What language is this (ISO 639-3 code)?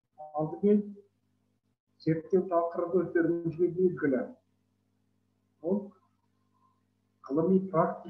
kaz